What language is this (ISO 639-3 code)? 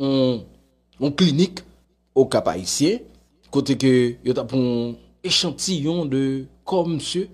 hat